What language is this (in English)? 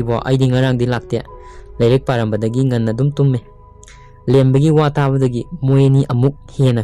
Manipuri